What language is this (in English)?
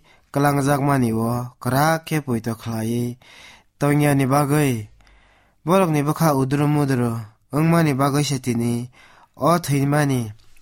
Kok Borok